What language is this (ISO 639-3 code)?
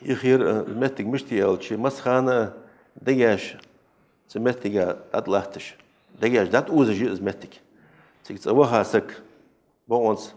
inh